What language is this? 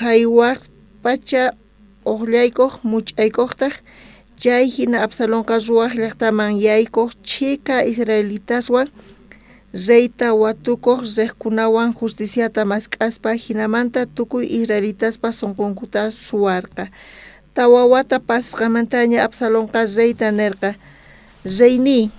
South Bolivian Quechua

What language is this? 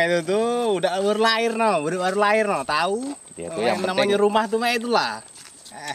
Musi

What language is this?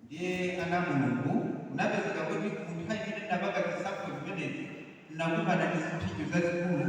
Nyanja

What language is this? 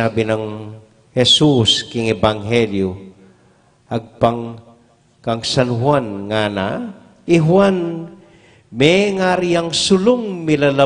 Pampanga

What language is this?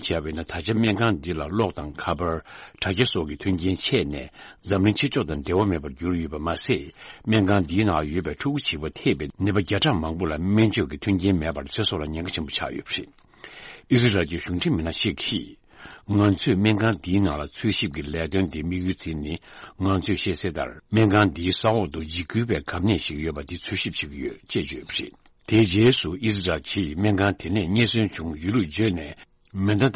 Tibetan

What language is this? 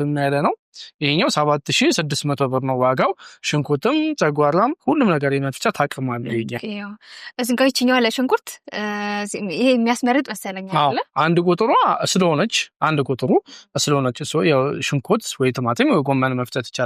Amharic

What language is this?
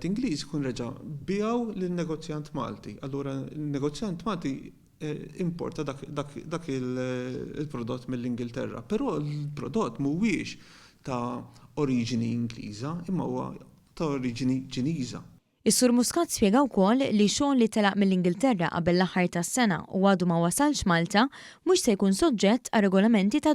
Maltese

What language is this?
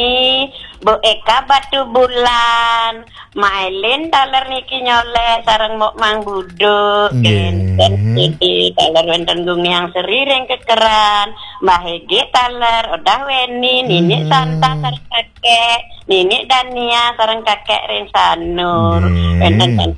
Balinese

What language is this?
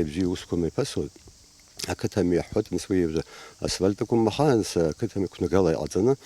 Abkhazian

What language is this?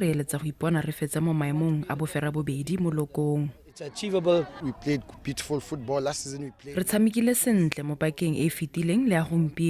Tswana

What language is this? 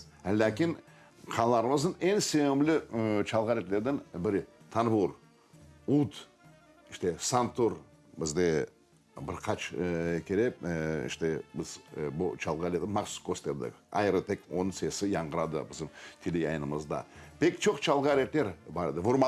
Crimean Tatar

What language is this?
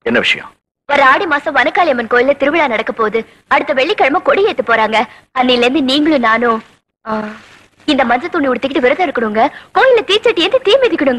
Tamil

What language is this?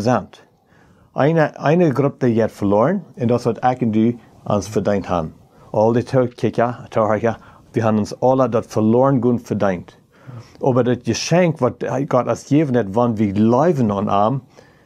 Plautdietsch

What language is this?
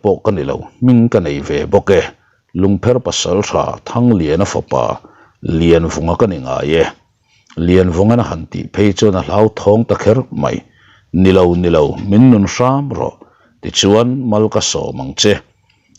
Mizo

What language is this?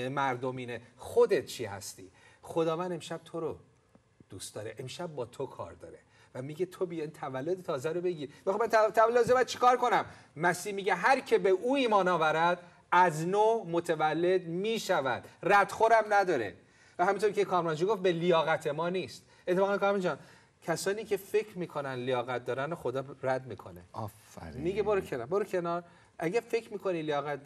Persian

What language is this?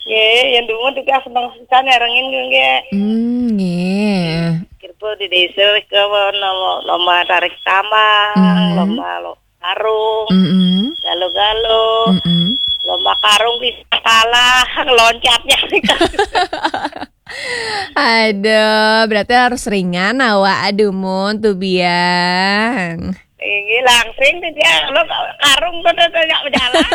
Balinese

